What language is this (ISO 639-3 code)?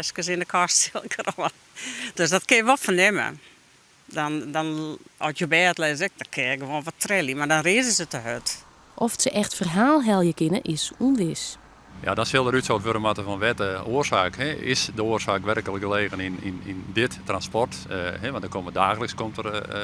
fry